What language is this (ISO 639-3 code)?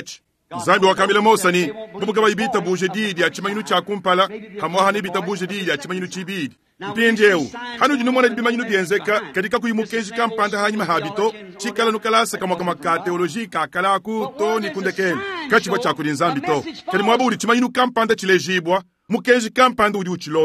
lua